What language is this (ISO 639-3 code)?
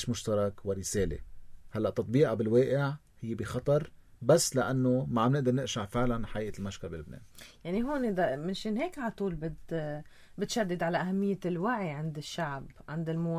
apc